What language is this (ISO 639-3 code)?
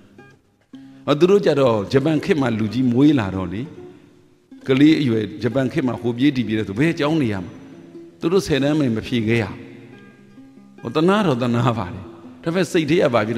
mya